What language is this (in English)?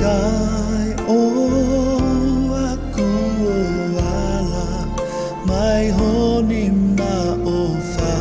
Tongan